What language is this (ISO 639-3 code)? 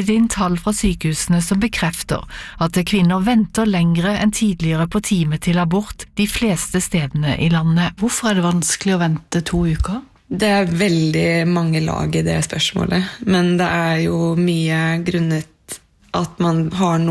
nor